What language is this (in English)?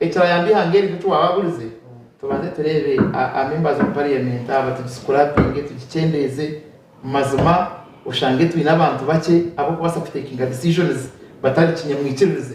Nyankole